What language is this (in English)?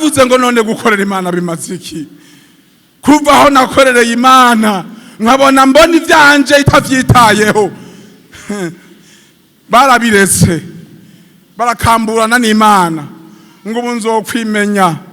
Rundi